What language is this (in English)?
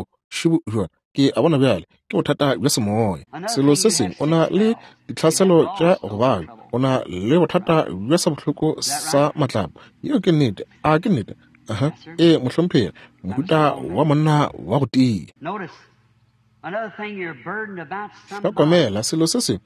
Northern Sotho